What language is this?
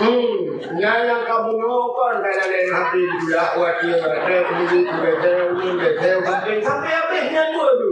Achinese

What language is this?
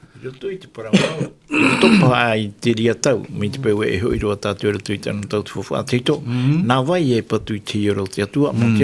Tahitian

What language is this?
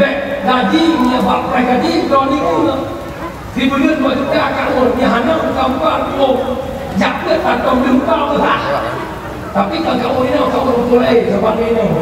Achinese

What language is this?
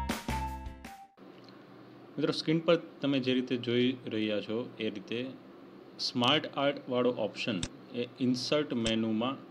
Gujarati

